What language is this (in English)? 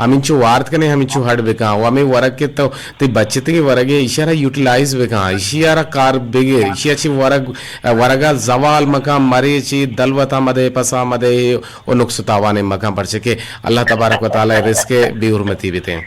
Eastern Balochi